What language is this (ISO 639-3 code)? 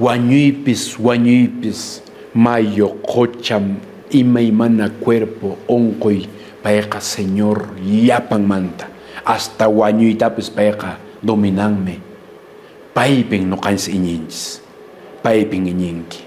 que